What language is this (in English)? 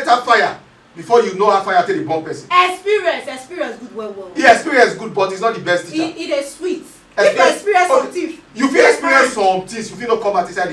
Nigerian Pidgin